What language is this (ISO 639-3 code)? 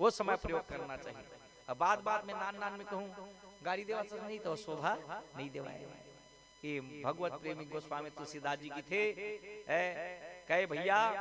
hne